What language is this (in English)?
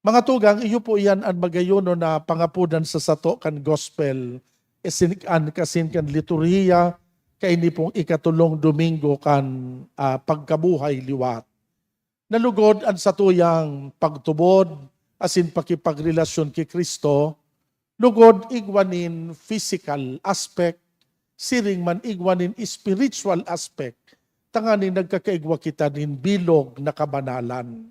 Bikol